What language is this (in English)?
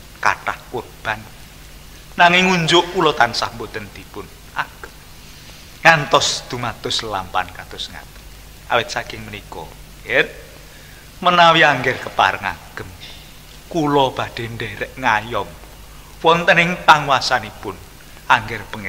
Javanese